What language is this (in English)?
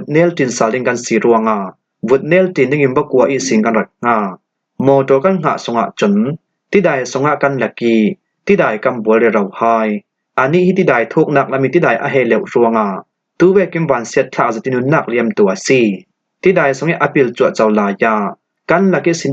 Falam Chin